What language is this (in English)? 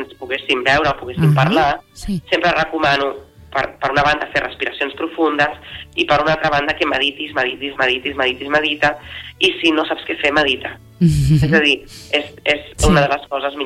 Catalan